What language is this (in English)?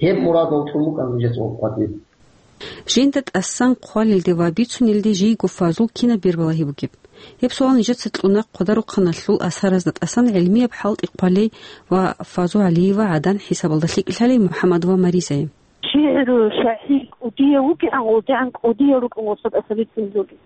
Avaric